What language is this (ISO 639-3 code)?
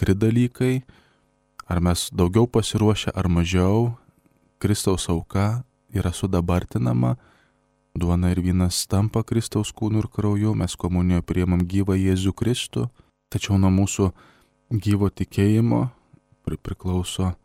lit